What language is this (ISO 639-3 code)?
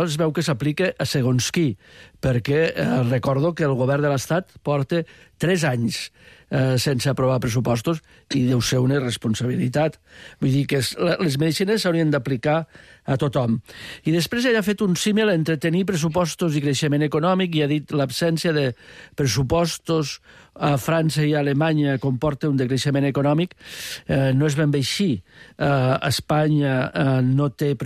cat